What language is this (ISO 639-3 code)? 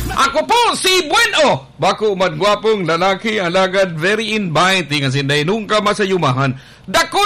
bik